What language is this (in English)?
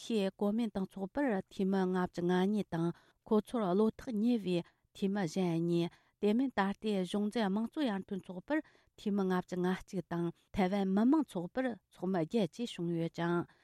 Tibetan